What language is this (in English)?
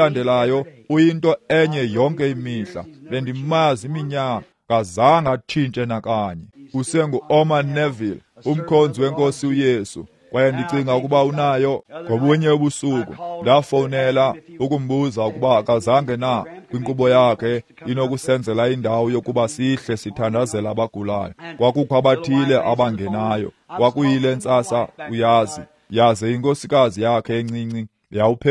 Xhosa